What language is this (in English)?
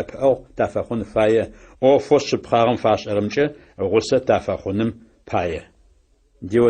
Adyghe